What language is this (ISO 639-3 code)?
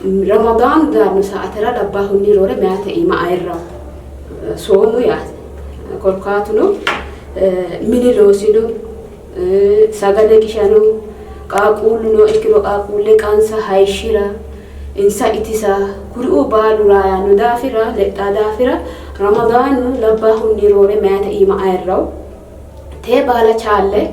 sid